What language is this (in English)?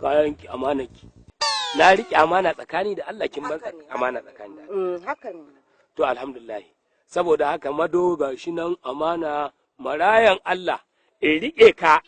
Hausa